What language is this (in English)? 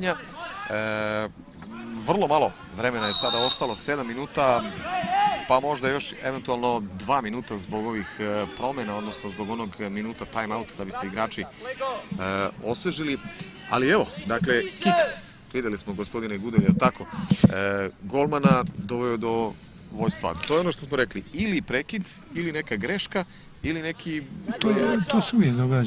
Croatian